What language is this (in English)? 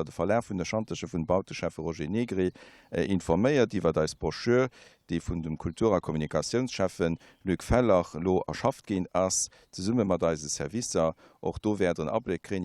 Luxembourgish